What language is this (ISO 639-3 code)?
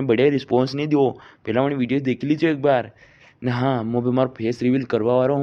raj